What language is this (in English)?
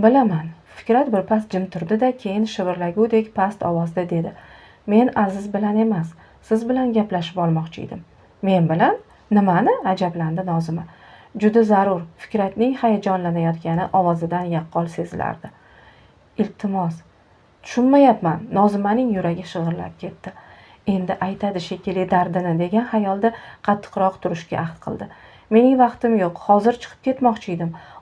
Uzbek